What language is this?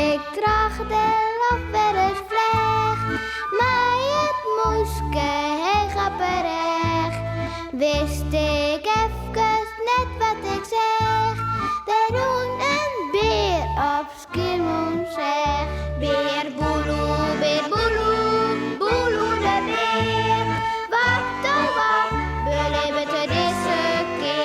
Western Frisian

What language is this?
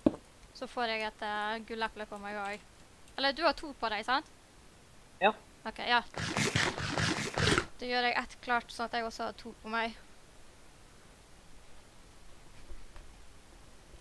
Norwegian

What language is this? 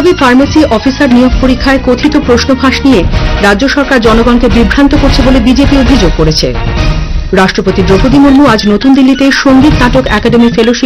Bangla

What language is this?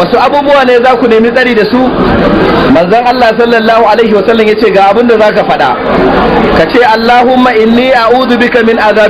Hausa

